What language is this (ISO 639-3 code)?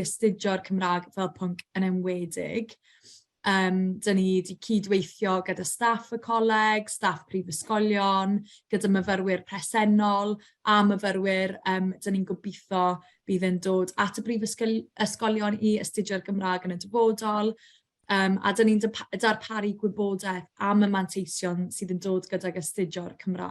cym